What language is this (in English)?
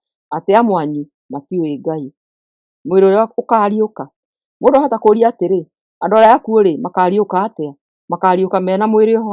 Kikuyu